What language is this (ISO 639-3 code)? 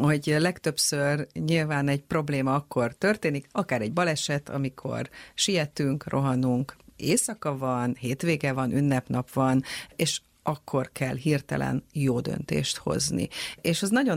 hun